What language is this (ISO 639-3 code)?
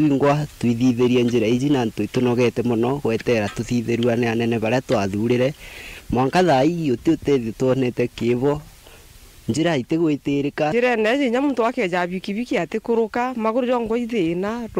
mer